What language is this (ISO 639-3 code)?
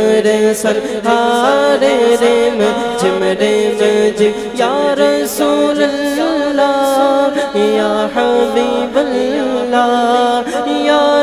urd